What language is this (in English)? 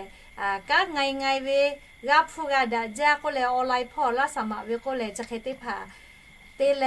Lahu